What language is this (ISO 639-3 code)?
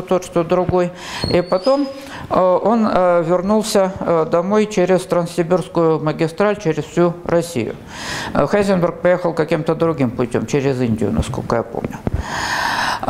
rus